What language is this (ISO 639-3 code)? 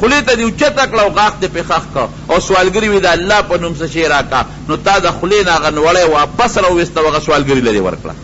pus